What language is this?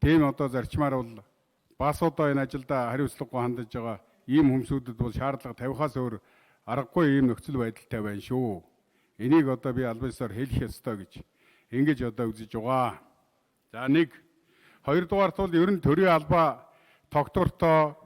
Mongolian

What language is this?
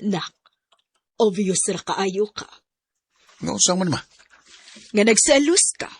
Cebuano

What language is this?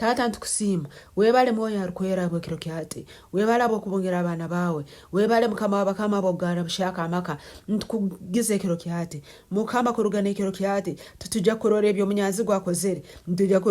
Nyankole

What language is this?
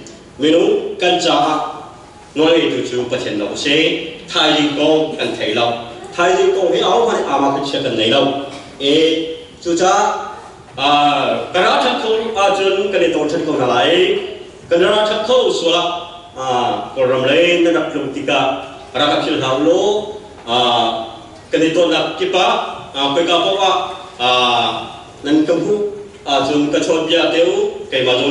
Hakha Chin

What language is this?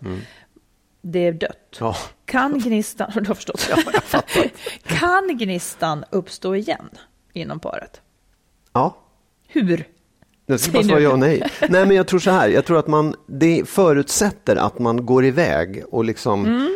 Swedish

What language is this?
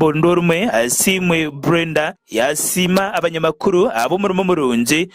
Nyankole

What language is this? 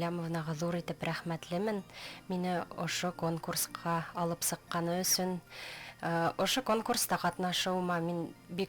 Bashkir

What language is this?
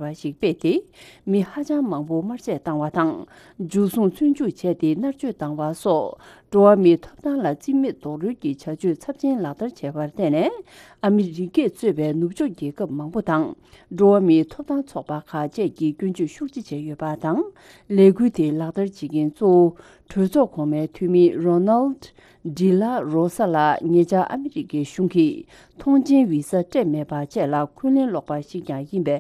Tibetan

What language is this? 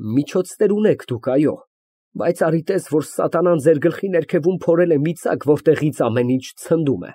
Armenian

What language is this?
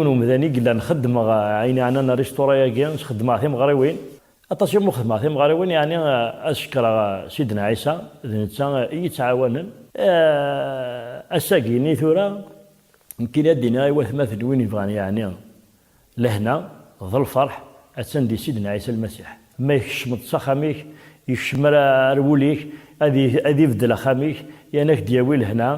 Kabyle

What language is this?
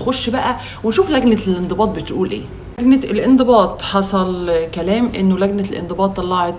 Egyptian Arabic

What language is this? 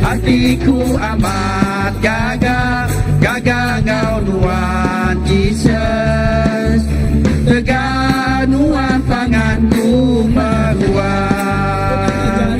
Iban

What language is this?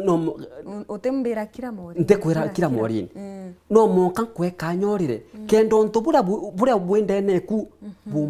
Meru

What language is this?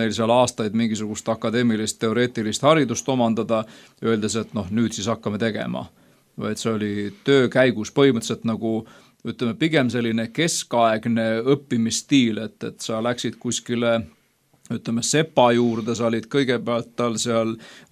Estonian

